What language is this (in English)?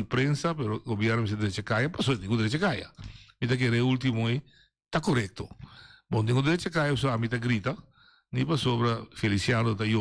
Papiamento